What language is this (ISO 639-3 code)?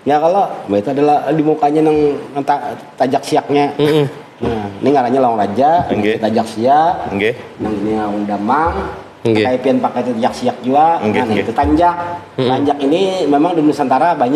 bjn